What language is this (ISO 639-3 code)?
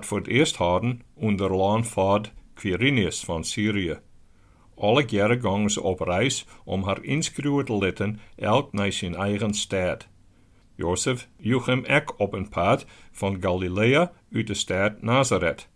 fry